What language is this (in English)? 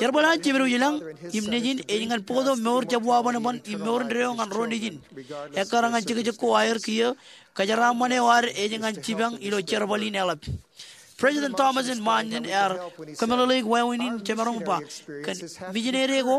Marshallese